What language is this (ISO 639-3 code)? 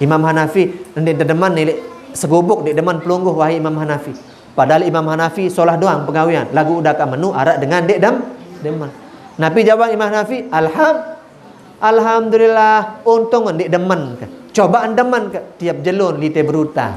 sas